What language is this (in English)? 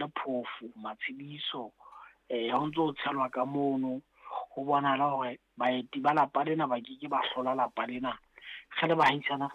Southern Sotho